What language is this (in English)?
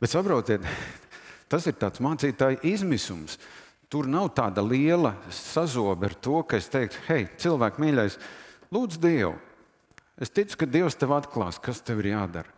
Latvian